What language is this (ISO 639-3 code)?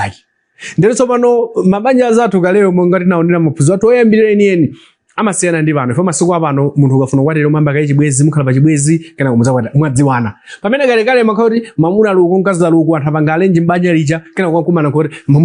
nya